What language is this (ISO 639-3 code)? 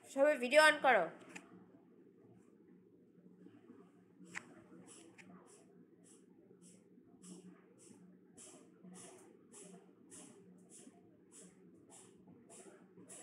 ben